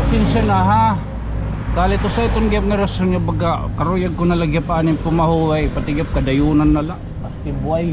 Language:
Waray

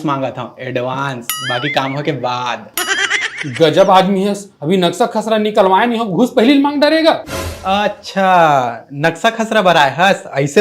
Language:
Chhattisgarhi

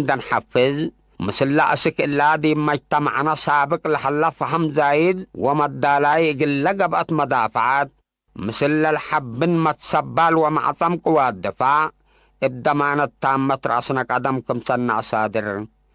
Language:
Tigre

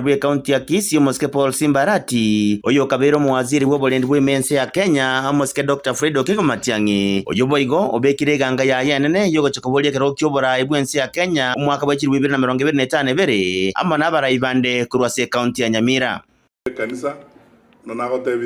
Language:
Gusii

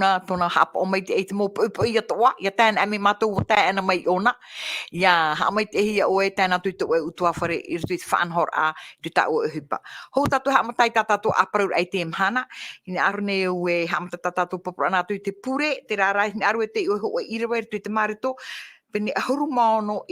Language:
Tahitian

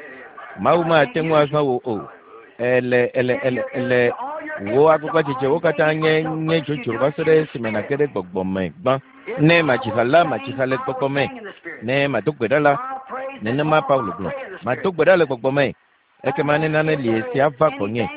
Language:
Ewe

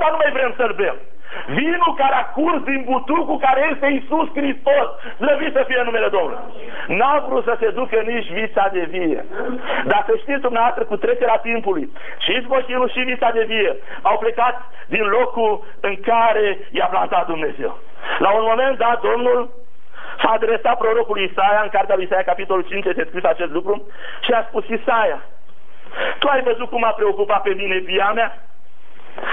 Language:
Romanian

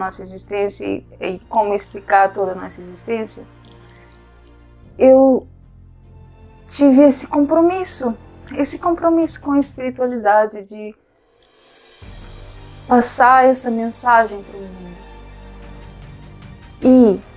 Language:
Portuguese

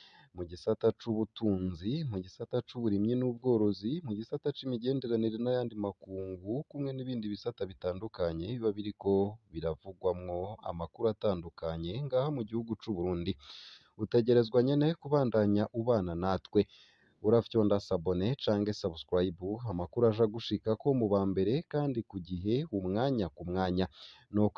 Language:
Rundi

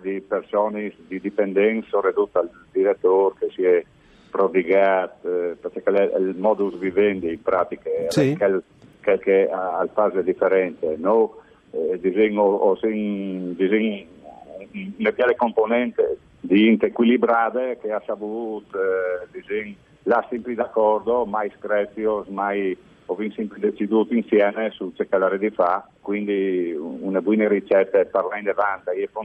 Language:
Friulian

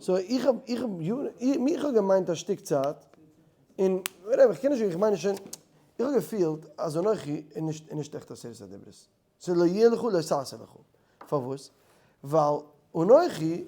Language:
Yiddish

